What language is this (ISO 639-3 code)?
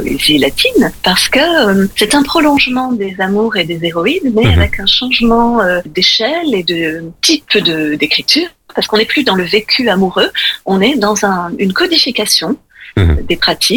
fra